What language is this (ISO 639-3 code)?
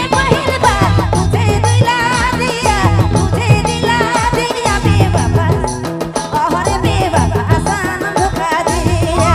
sck